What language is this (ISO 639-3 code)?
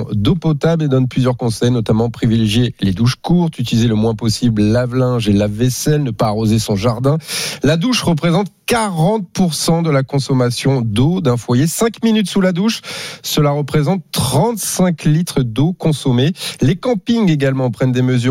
fra